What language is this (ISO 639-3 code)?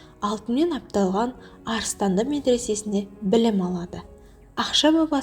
kaz